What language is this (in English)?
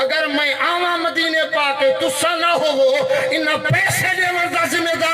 Saraiki